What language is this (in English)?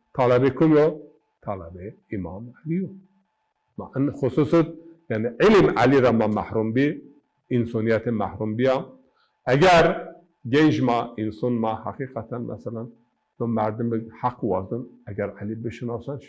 Zaza